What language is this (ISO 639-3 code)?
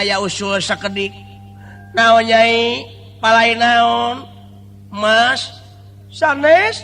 sun